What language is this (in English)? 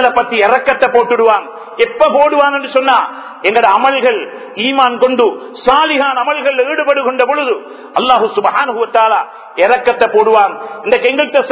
Tamil